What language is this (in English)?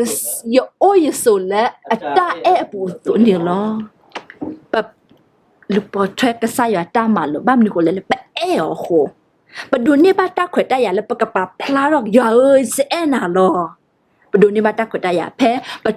S'gaw Karen